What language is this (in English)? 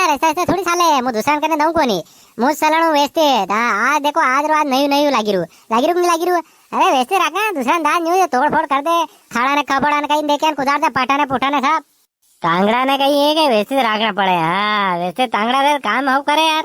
Rajasthani